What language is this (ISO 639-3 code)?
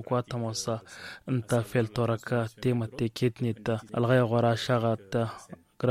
taq